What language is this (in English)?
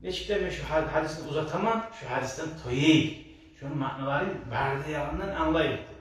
Kumyk